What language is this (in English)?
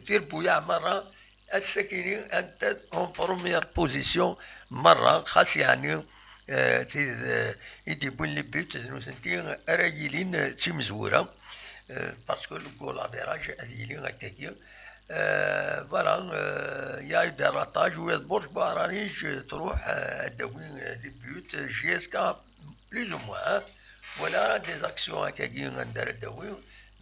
Kabyle